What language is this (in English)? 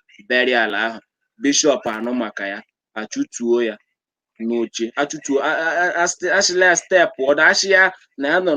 Igbo